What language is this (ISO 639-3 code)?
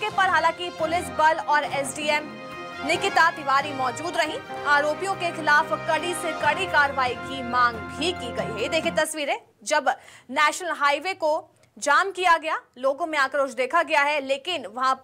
hin